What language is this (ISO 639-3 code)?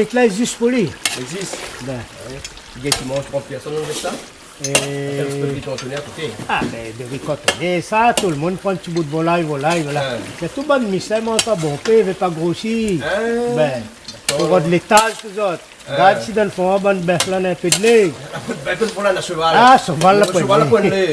rcf